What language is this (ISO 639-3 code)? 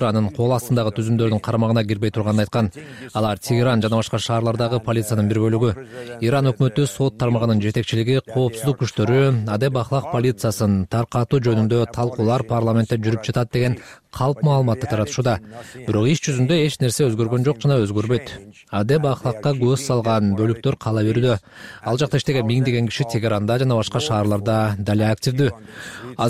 kir